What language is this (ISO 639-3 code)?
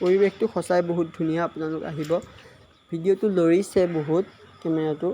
asm